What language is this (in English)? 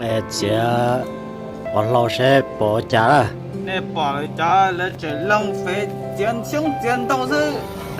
Hmong